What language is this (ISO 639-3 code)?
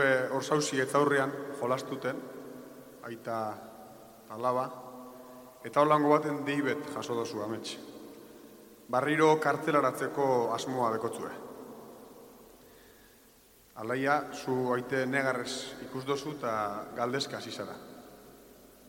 eus